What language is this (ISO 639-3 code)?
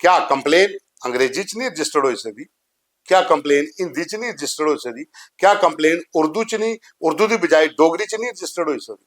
doi